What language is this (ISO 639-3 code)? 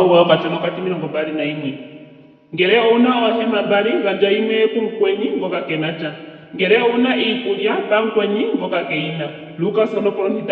ndo